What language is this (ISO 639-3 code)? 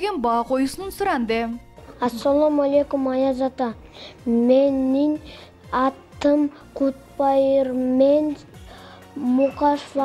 kir